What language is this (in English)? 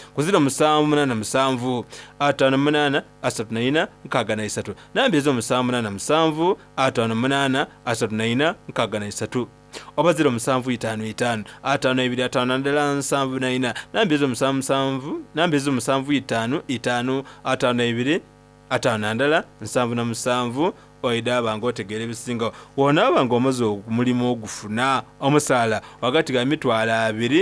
Soga